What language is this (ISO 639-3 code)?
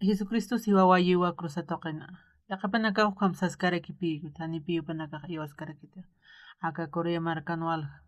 aym